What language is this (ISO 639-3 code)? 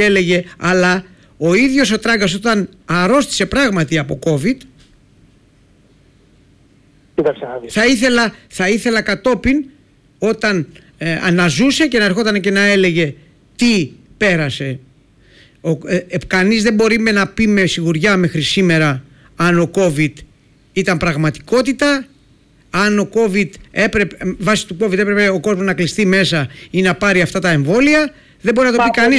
ell